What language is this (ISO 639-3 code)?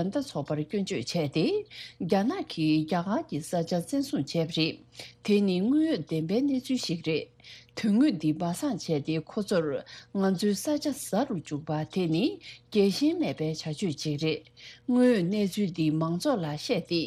bod